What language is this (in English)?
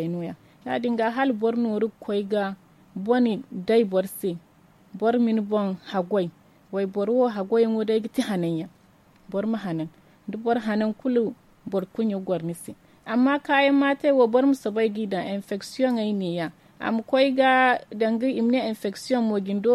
Zarma